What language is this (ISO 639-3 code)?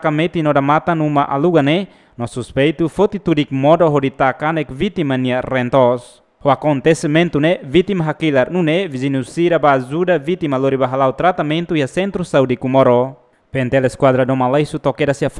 tet